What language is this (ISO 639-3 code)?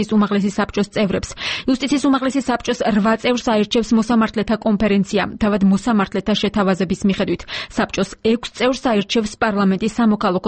kat